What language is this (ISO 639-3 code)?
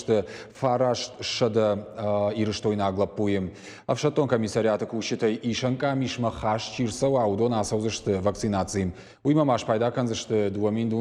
oss